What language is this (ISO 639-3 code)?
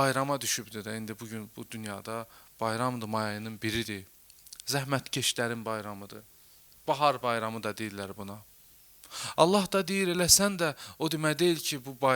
aze